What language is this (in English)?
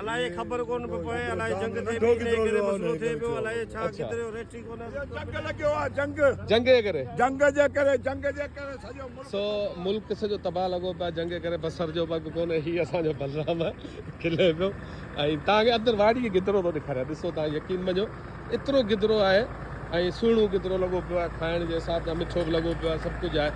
Sindhi